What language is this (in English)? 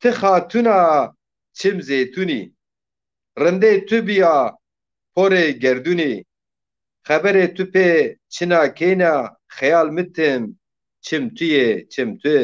Zaza